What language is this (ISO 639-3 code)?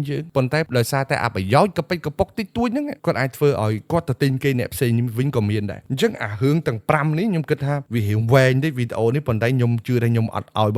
khm